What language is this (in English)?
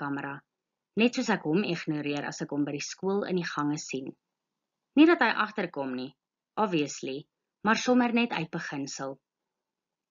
Afrikaans